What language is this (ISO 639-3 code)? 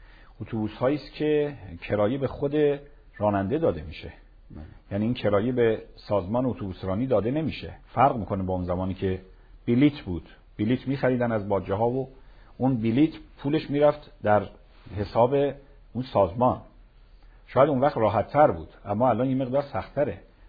fas